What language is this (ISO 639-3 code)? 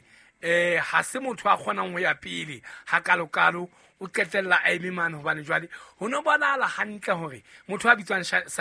sot